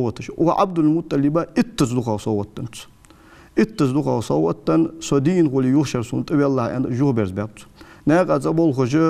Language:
Ingush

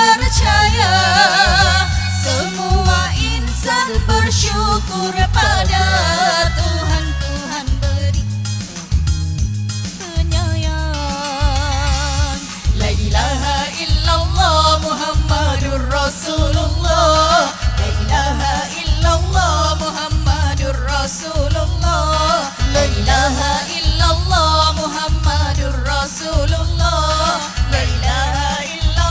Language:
Malay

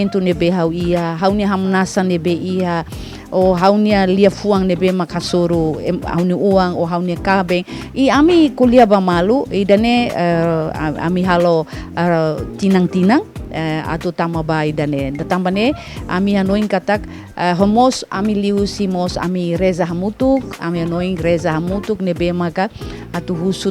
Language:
Tetum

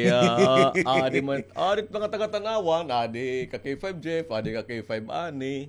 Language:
Waray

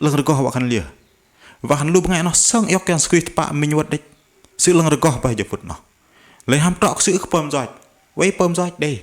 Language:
Bahnar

